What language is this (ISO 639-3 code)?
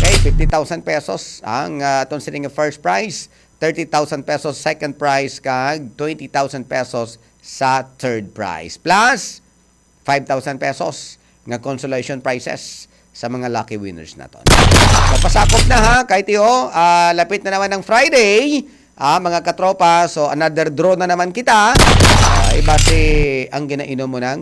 hil